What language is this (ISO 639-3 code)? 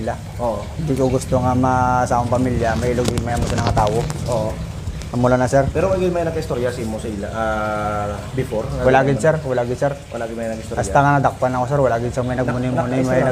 hil